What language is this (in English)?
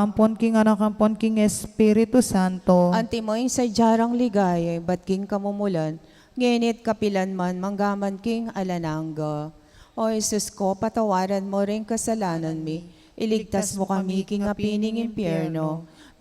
Pampanga